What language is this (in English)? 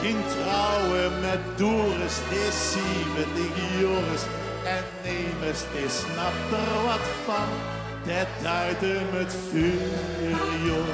Limburgish